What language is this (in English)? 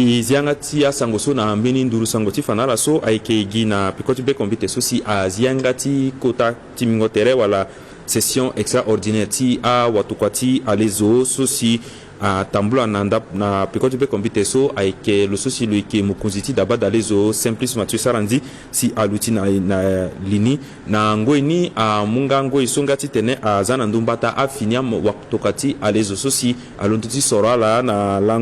Sango